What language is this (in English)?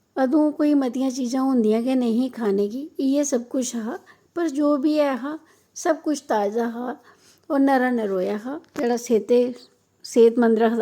Dogri